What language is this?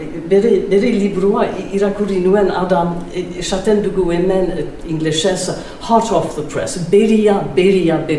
Basque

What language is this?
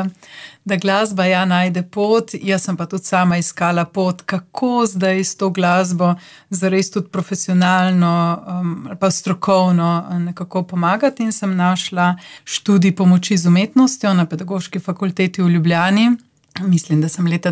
Slovenian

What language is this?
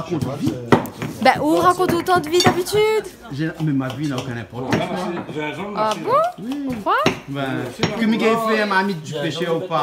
Réunion Creole French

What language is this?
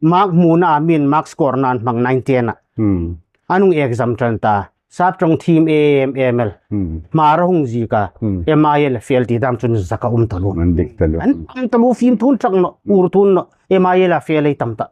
Hmar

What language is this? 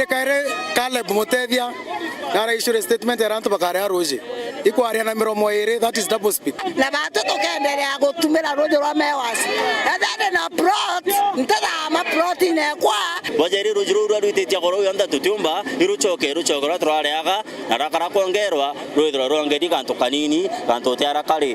Meru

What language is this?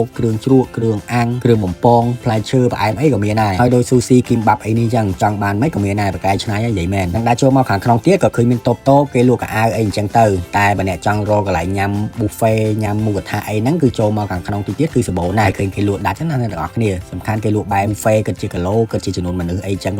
Khmer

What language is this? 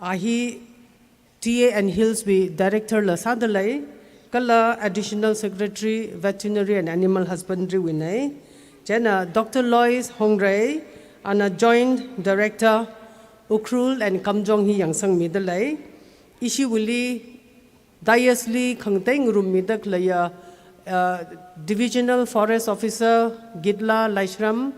Tangkhul Naga (India)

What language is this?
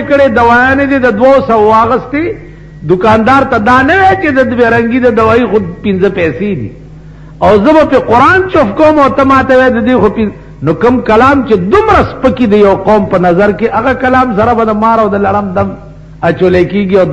Pashto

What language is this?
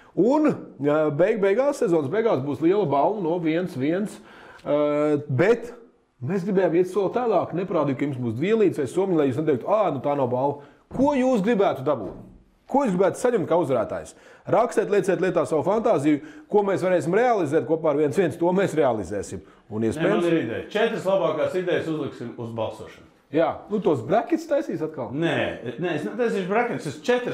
Latvian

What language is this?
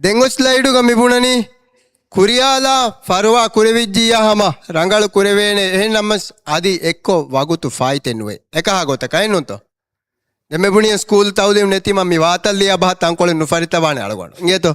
Divehi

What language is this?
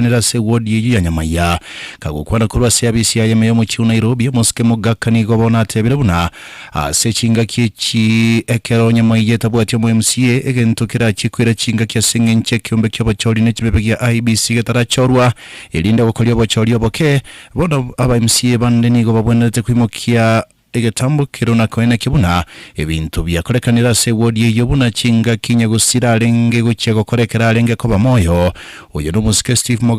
Gusii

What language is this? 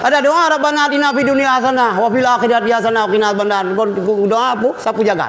Achinese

